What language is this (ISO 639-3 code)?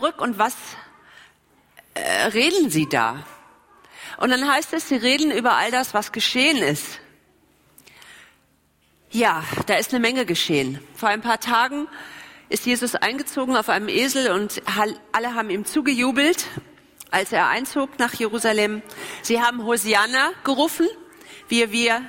deu